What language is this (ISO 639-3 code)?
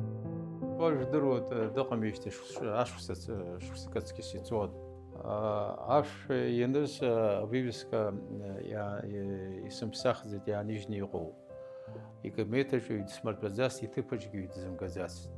abk